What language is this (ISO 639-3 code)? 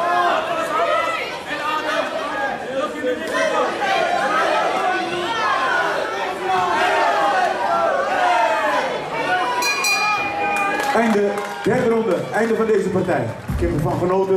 nld